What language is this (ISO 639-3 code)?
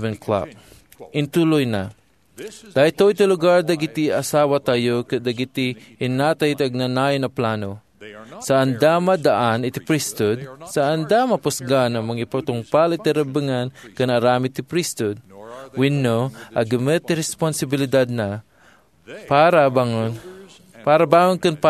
ilo